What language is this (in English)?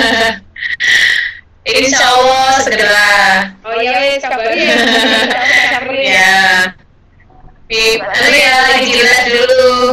Indonesian